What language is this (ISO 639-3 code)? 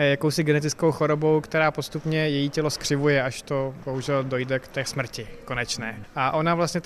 ces